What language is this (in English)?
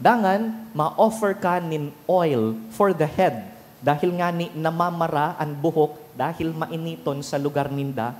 Bikol